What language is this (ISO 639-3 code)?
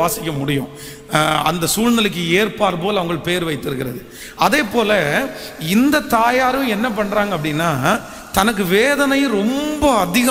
tam